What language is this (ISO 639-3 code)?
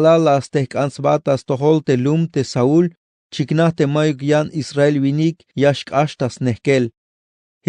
tzh